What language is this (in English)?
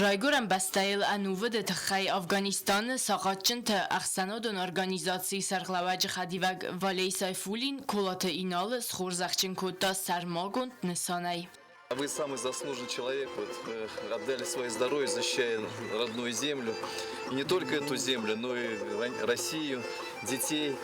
Ossetic